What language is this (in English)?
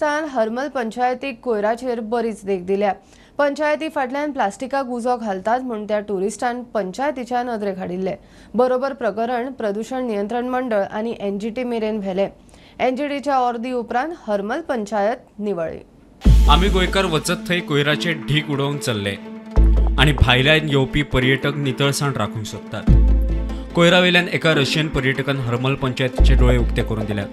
Konkani